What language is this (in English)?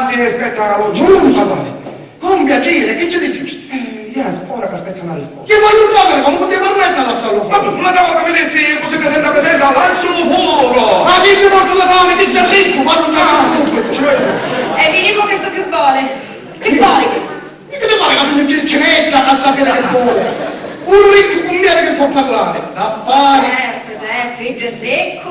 Sicilian